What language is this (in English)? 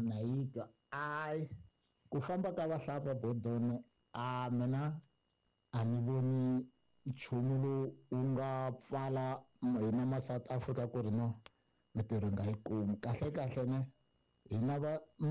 Tsonga